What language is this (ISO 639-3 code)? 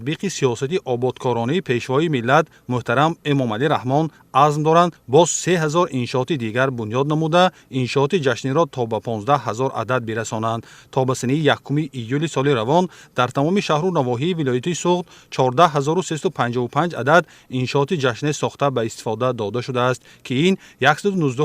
tgk